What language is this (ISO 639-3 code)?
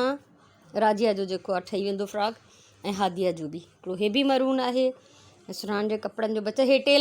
snd